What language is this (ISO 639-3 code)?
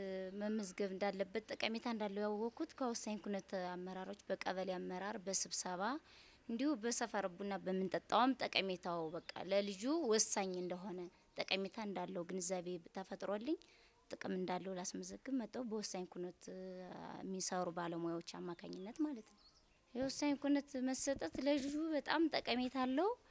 amh